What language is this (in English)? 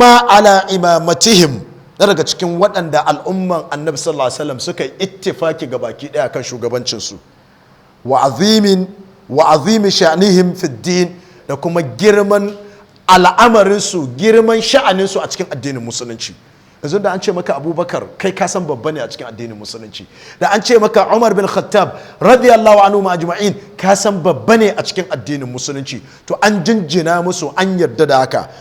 Hausa